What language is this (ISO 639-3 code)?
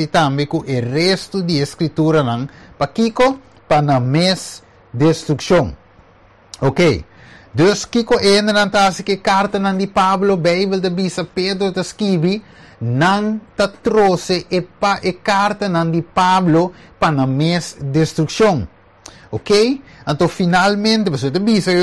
pap